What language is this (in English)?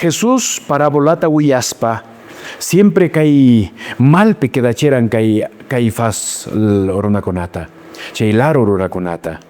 Quechua